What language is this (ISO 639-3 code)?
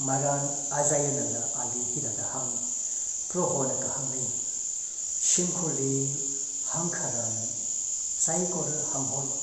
nmf